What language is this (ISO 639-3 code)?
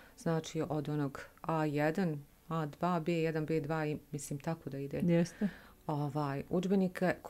bos